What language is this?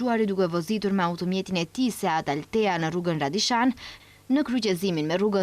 Albanian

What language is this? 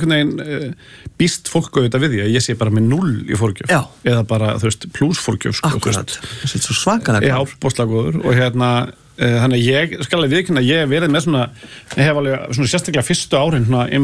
Icelandic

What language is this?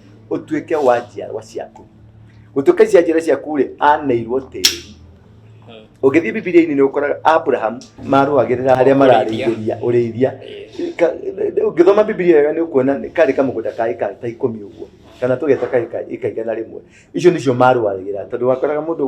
Kikuyu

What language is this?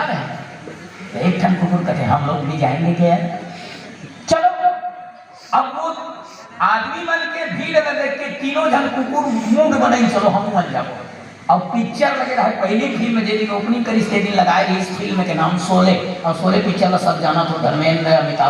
Chhattisgarhi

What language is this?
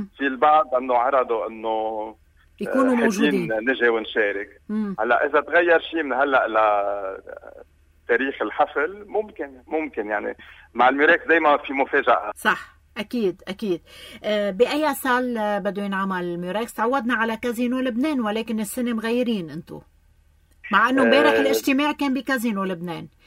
North Levantine Arabic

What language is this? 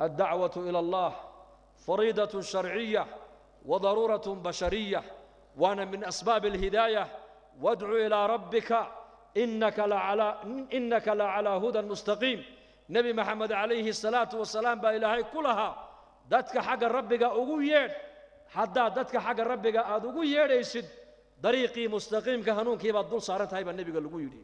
Somali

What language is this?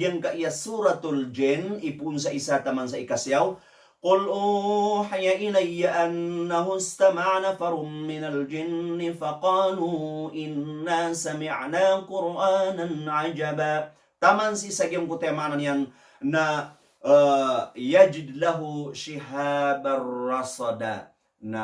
Maranao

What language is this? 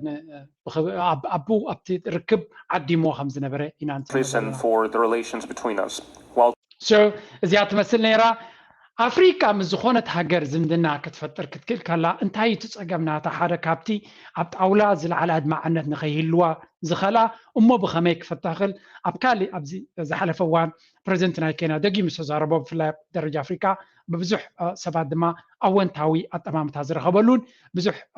Tigrinya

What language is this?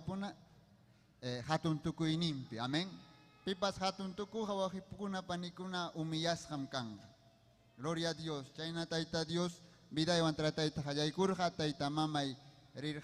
Ayacucho Quechua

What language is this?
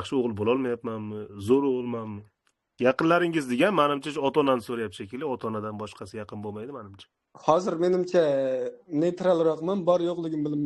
Uzbek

